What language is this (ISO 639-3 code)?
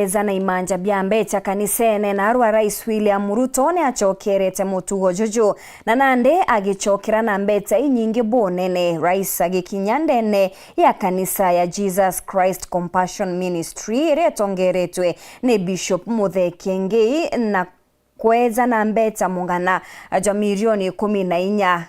mer